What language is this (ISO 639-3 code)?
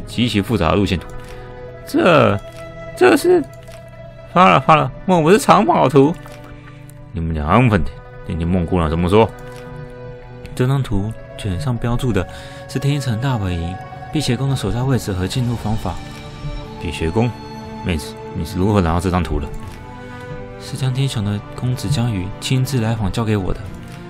zho